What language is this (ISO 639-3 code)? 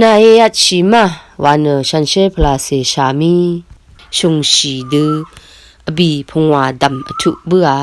raw